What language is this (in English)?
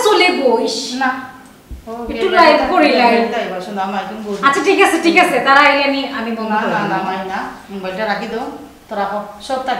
Sylheti